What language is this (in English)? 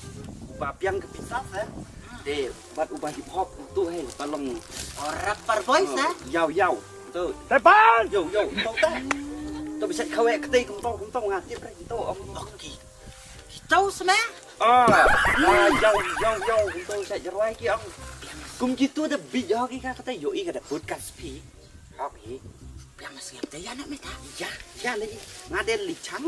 Khasi